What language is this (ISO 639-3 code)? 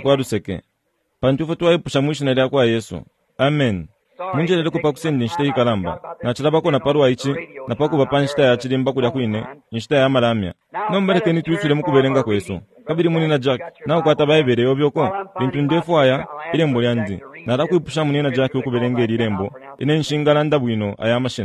bem